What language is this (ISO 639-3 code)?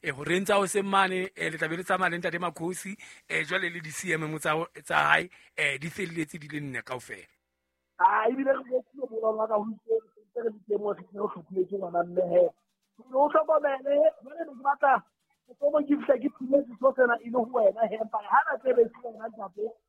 sot